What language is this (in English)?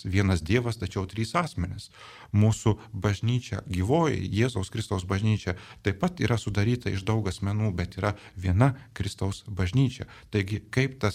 Lithuanian